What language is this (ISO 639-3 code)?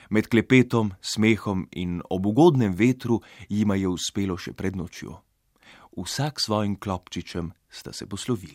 slv